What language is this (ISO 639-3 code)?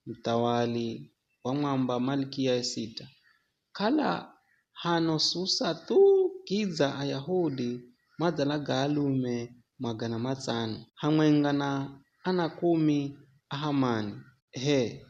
nyf